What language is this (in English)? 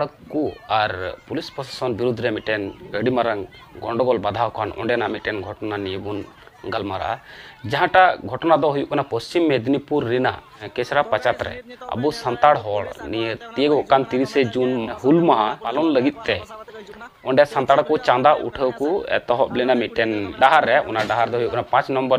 Santali